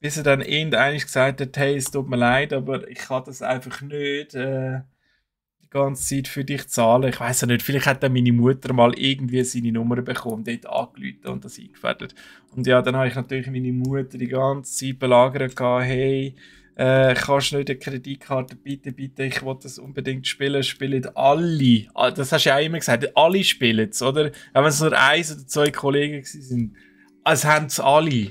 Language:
Swiss German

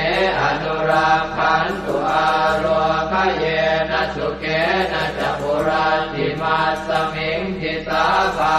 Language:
Pali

